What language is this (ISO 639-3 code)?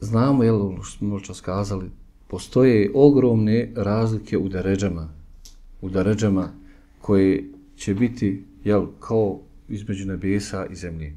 bos